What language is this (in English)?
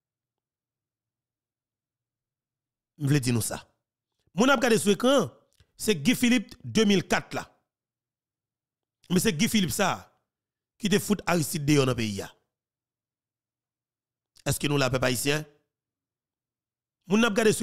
Haitian Creole